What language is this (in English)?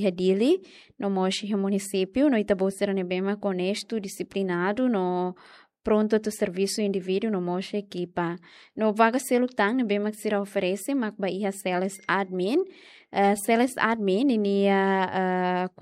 Tetum